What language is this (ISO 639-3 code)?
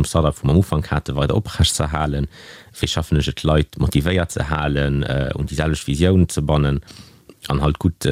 ltz